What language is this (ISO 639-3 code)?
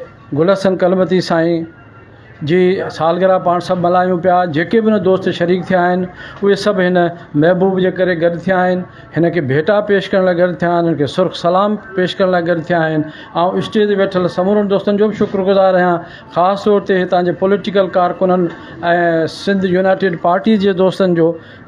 snd